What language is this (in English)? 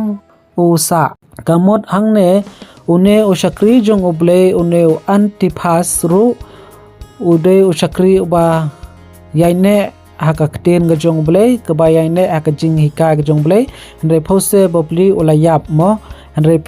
Khasi